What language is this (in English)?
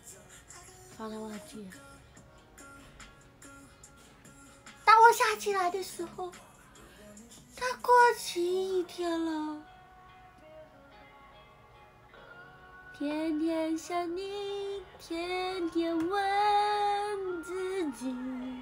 Chinese